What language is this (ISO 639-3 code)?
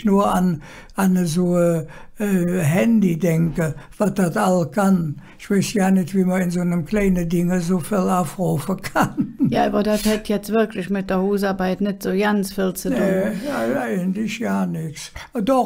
ksh